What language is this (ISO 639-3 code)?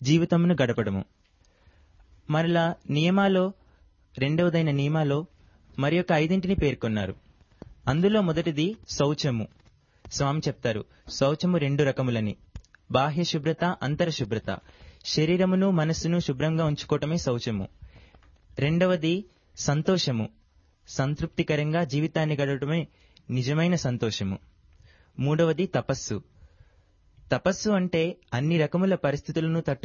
tel